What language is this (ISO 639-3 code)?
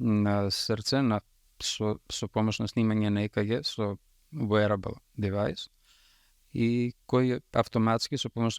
mkd